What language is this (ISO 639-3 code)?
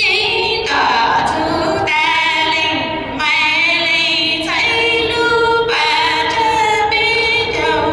hmn